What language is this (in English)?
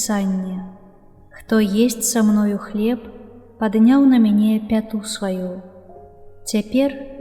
Belarusian